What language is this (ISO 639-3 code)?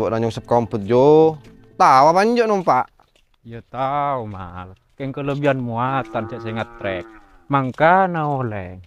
mad